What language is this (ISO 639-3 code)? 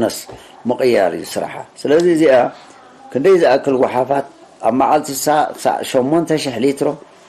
tir